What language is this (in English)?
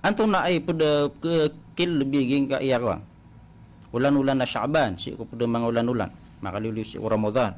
Maranao